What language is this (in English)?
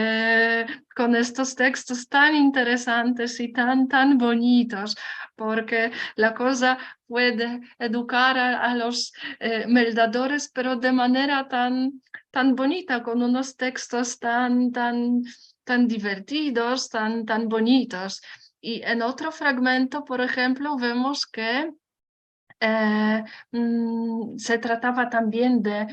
Ladino